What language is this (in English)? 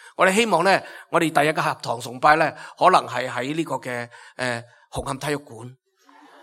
Cantonese